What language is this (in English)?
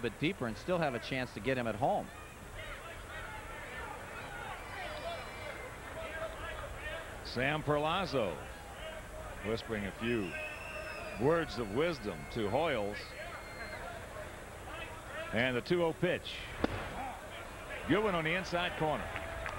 English